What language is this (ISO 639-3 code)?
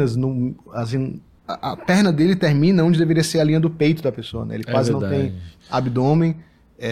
por